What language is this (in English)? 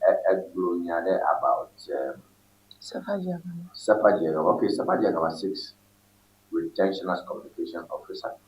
Ewe